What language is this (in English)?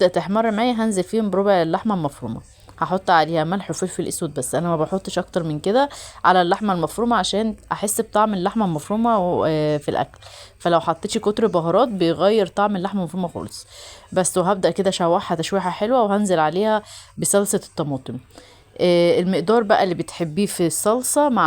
Egyptian Arabic